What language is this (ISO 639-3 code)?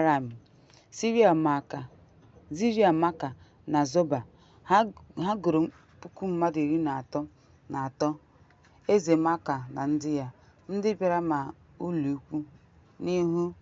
ibo